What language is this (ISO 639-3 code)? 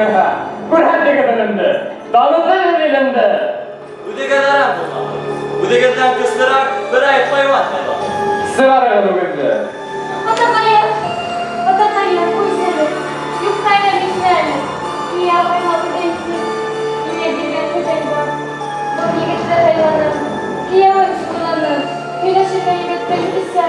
bak